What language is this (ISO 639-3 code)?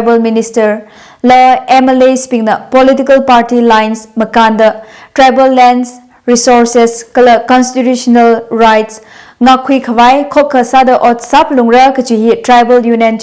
nmf